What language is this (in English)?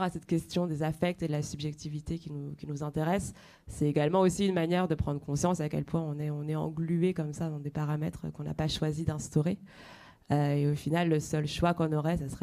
French